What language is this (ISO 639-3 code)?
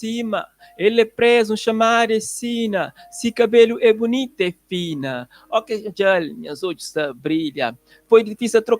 kea